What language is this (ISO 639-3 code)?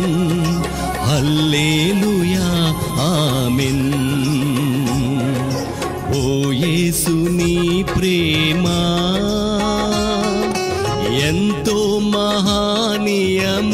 tel